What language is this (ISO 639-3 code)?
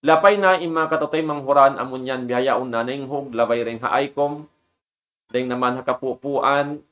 tsg